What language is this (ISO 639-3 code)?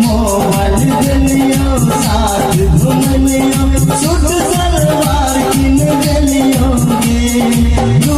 mai